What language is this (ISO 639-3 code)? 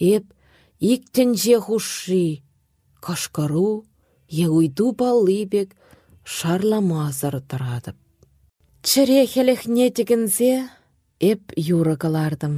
chv